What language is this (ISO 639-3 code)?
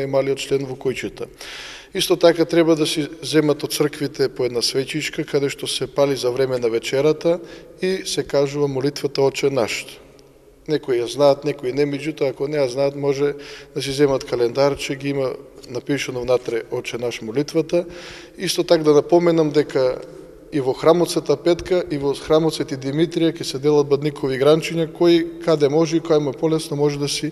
mkd